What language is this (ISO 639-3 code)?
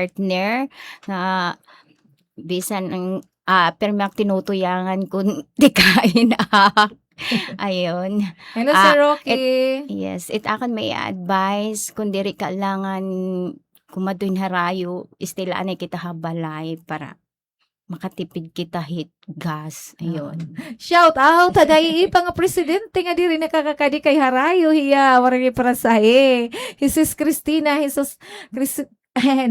war